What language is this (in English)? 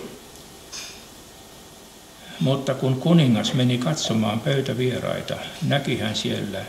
Finnish